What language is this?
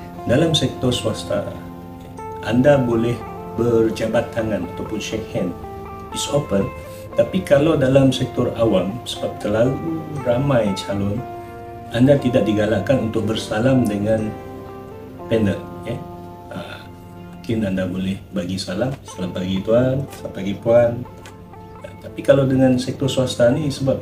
Malay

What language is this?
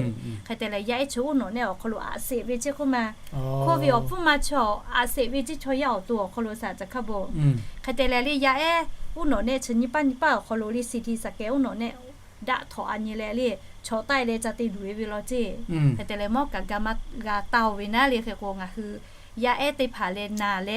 Lahu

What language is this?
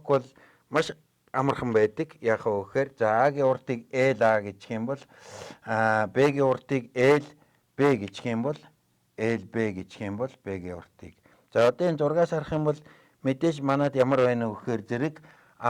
Mongolian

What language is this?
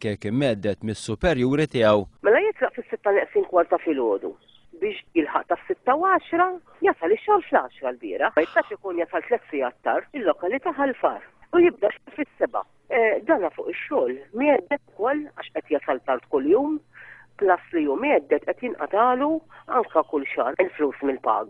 Maltese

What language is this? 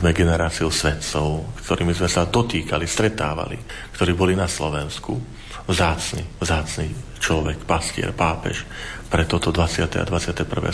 Slovak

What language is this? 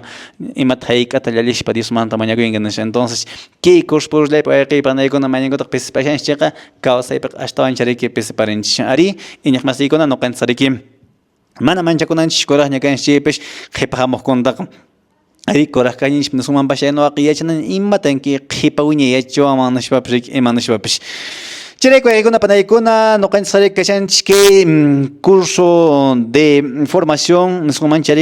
Quechua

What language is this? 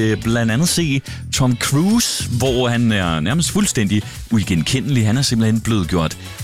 Danish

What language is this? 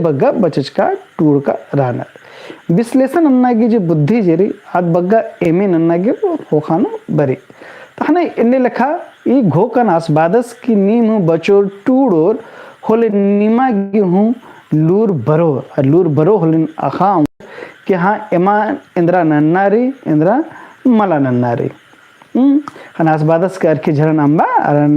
Kurukh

